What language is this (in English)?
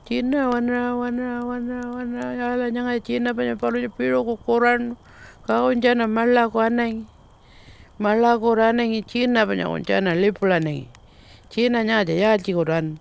Pitjantjatjara